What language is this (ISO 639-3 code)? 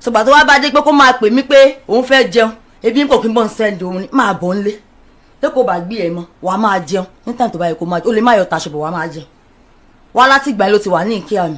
yor